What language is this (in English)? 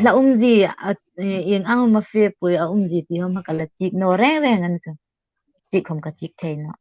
Hmar